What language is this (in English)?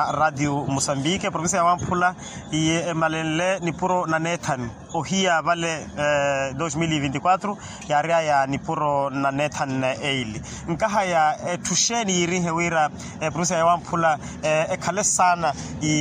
Makhuwa